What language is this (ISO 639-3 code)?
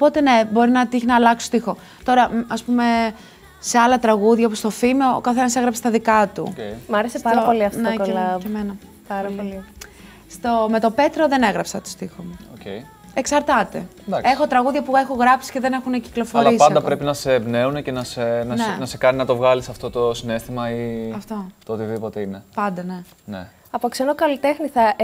ell